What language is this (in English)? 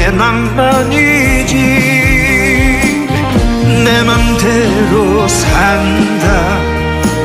Korean